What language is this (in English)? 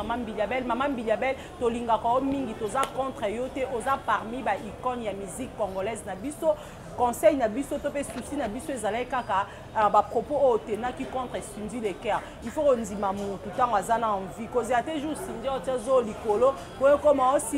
Lingala